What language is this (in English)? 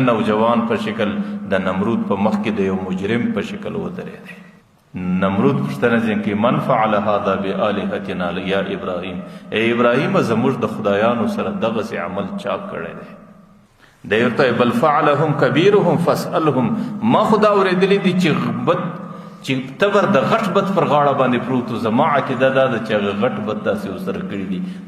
Pashto